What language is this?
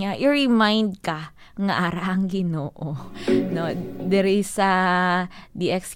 Hiligaynon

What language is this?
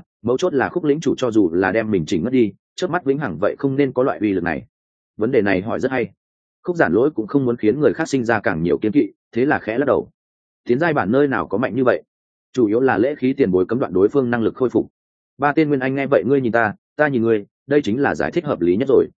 Vietnamese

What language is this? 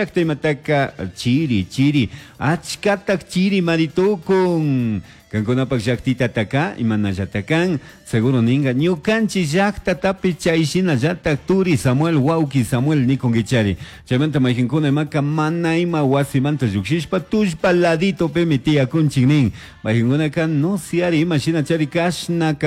Chimborazo Highland Quichua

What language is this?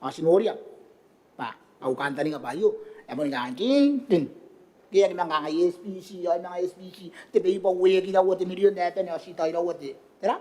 Gilbertese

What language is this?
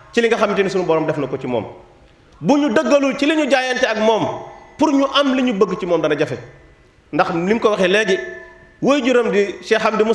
Wolof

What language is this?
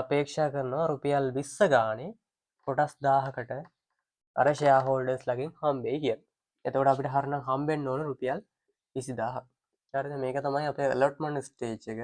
Sinhala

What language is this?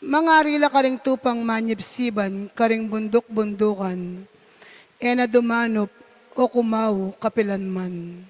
Pampanga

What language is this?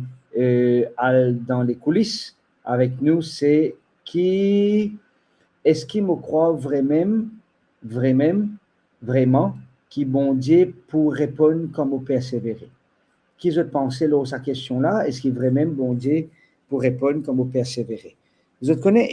Morisyen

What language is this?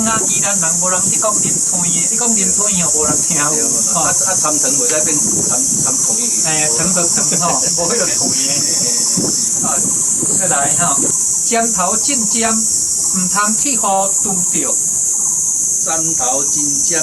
Min Nan Chinese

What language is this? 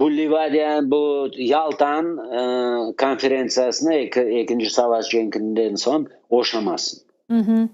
Crimean Tatar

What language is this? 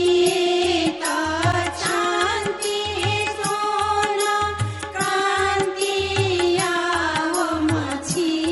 Newari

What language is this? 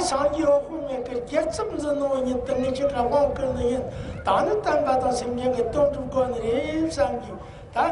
Amdo Tibetan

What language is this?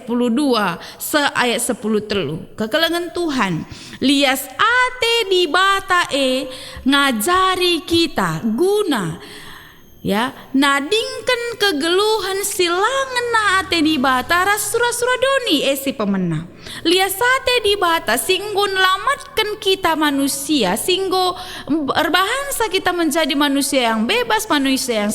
Batak Karo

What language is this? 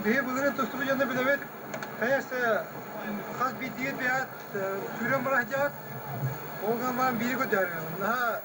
Yakut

